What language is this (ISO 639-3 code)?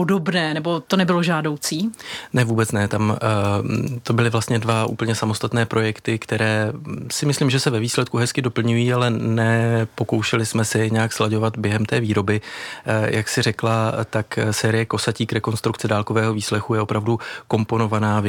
ces